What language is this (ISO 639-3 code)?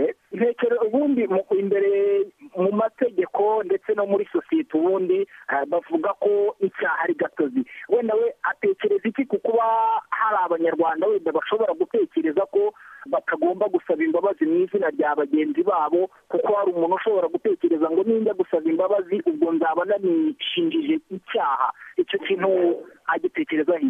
kin